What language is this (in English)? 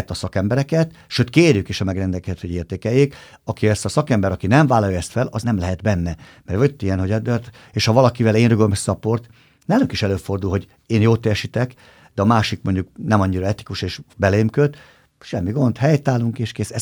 Hungarian